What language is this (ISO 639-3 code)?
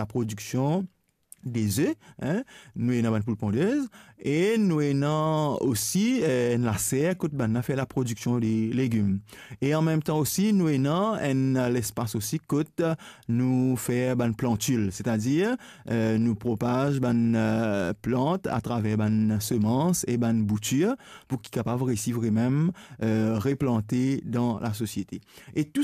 mfe